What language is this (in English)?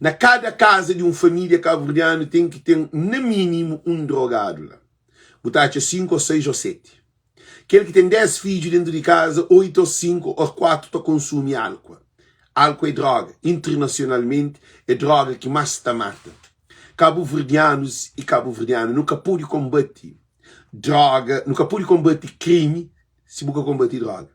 Kabuverdianu